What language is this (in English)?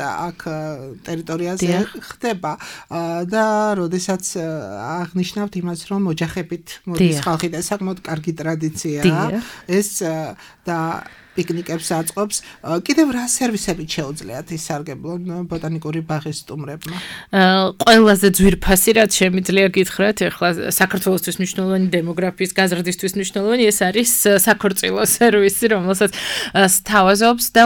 Georgian